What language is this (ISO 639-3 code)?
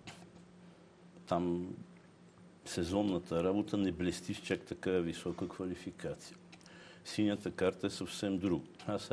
bul